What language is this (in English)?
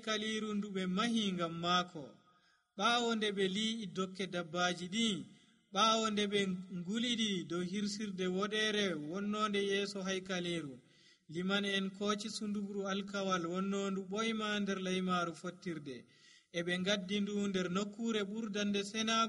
Nigerian Fulfulde